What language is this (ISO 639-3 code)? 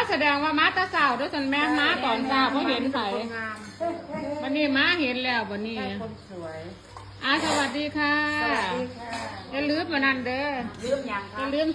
tts